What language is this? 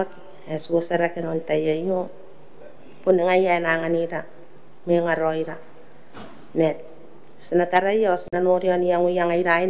Gilbertese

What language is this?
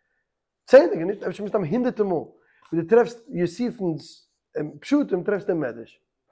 Yiddish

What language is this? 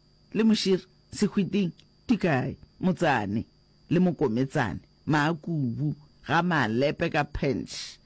Northern Sotho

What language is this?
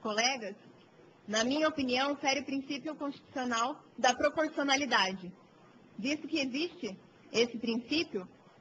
Portuguese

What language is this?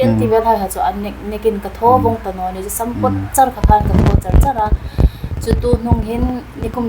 Hmar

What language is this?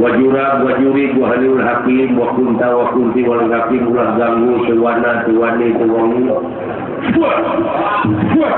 Sundanese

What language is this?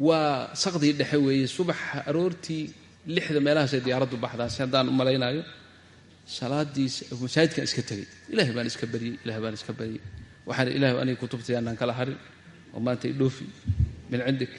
Somali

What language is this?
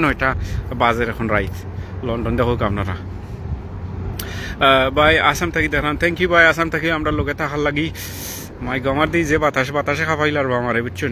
Sylheti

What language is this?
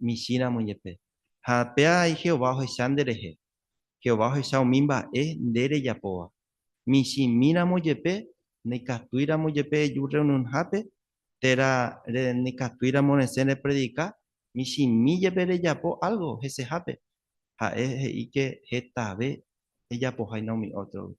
Guarani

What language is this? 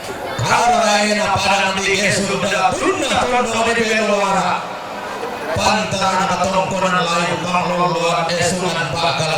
Toraja-Sa'dan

